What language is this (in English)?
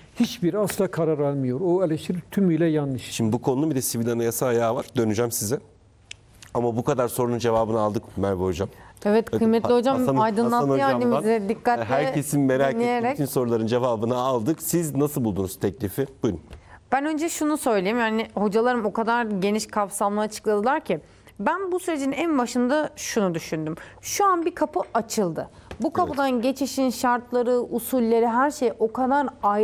Turkish